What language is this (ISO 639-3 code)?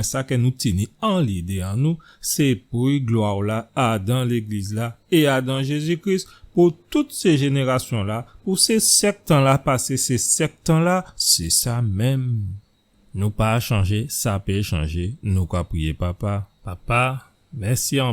gcf